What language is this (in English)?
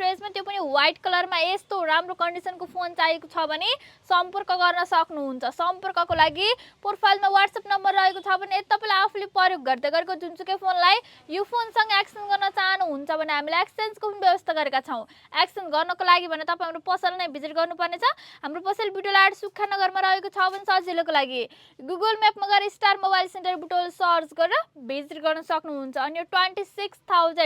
Nepali